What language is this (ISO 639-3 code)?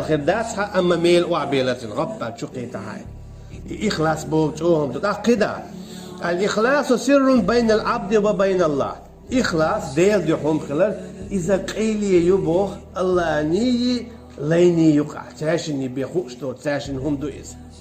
che